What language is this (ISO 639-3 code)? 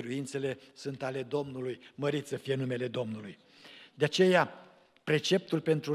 ron